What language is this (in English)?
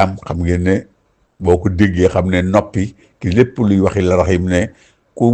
Wolof